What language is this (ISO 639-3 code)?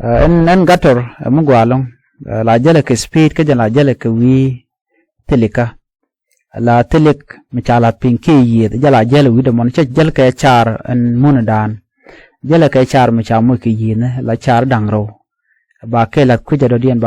nus